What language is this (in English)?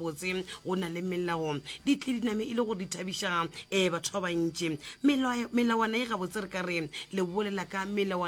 Northern Sotho